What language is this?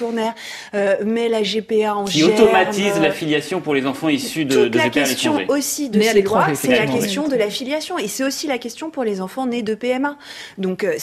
French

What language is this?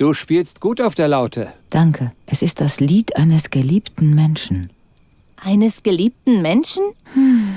Bavarian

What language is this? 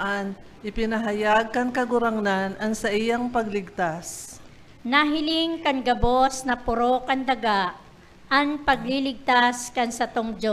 Bikol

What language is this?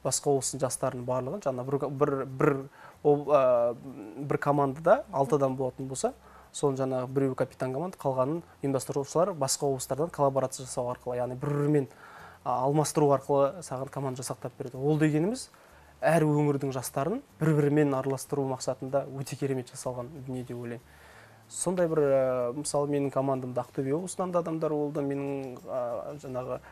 Kazakh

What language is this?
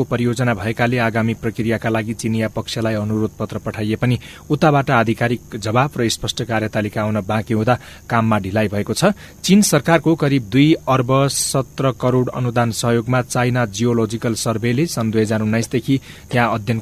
Nepali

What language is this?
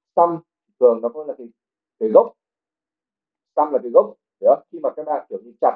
Vietnamese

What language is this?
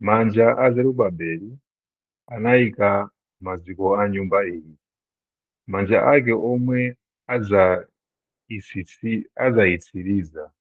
Nyanja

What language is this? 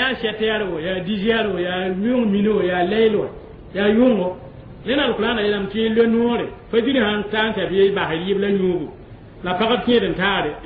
Mossi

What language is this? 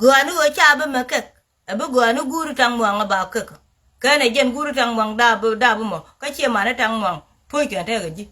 Nuer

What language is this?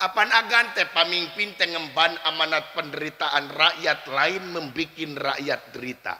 Sundanese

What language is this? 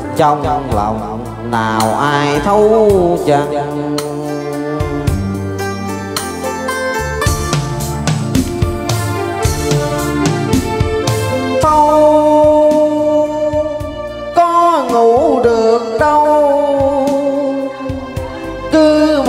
Vietnamese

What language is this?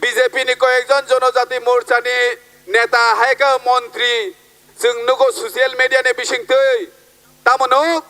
Kok Borok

